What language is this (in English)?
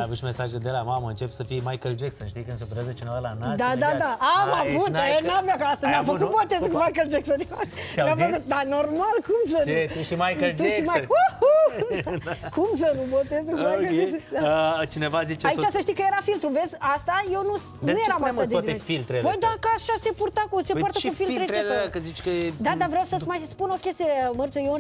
Romanian